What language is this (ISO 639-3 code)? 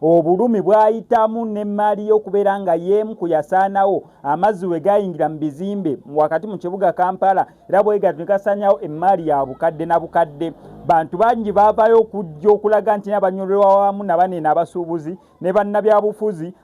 lug